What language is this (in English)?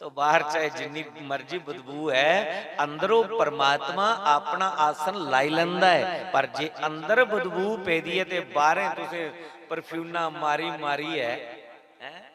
Dogri